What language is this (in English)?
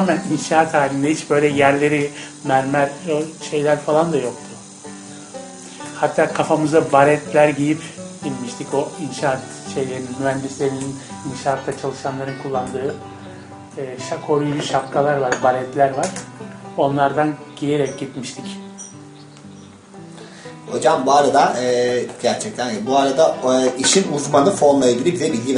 Turkish